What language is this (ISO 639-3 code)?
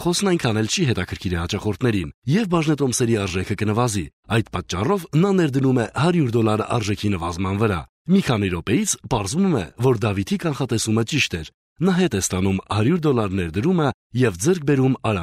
hye